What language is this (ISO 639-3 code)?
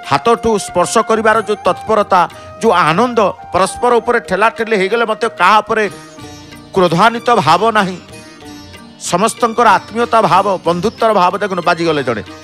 ori